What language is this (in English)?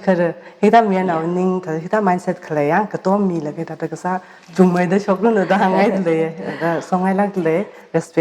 Tangkhul Naga (India)